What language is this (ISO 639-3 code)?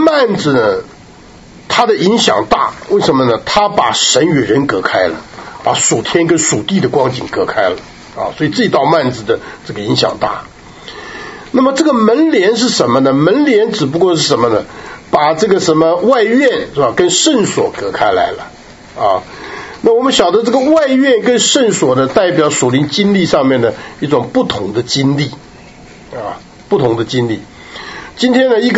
zho